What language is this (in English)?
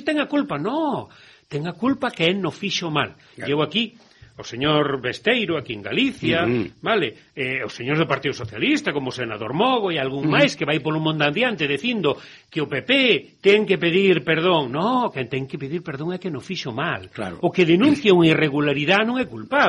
Galician